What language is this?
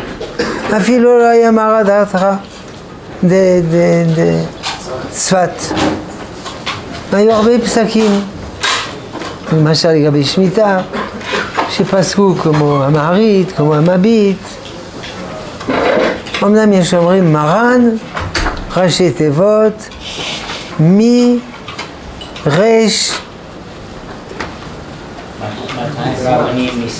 Hebrew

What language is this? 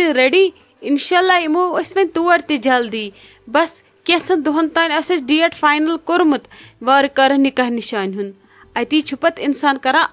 Kashmiri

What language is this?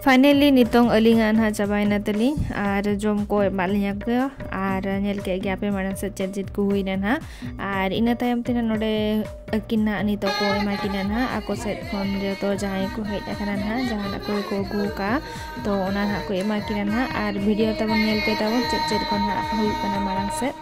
Santali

